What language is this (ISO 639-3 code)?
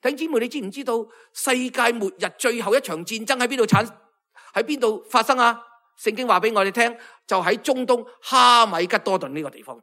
yue